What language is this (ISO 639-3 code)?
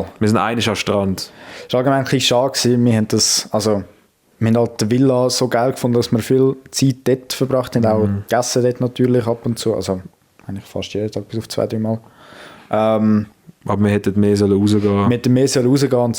gsw